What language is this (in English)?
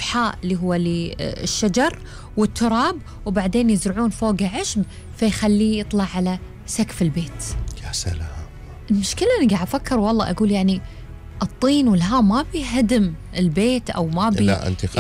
Gulf Arabic